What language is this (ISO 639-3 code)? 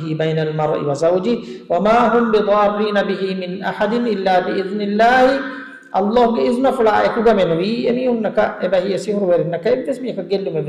div